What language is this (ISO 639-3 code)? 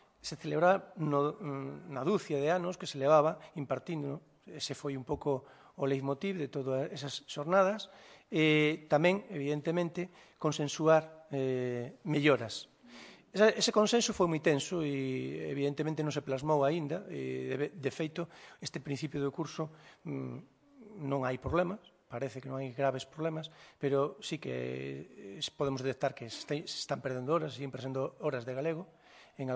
glg